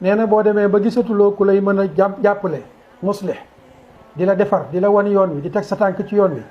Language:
Wolof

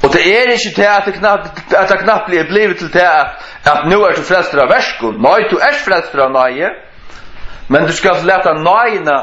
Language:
Faroese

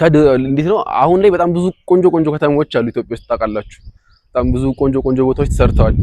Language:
Amharic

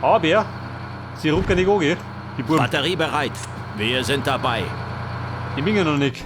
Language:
Bavarian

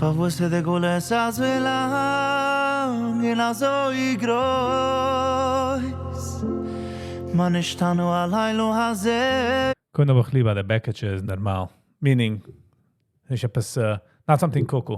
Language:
Yiddish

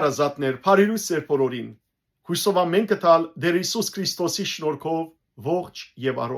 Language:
Western Armenian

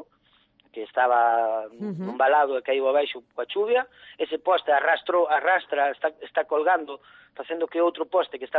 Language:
Galician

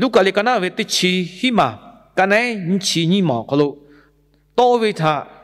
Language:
Lahu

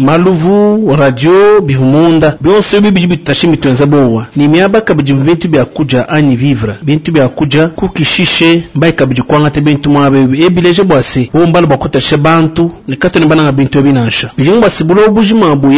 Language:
Luba-Lulua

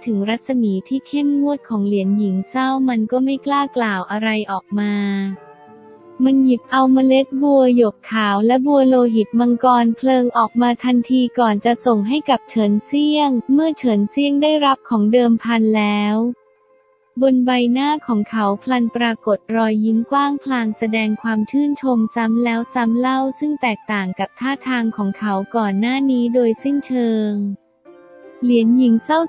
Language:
Thai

